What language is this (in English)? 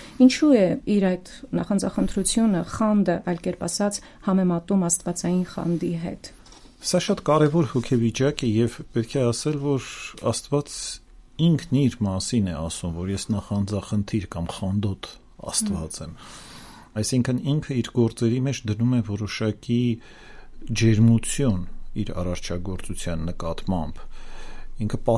Armenian